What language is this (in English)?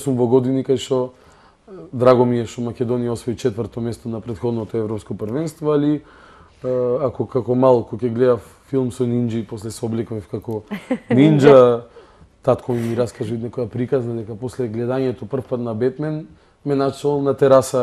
Macedonian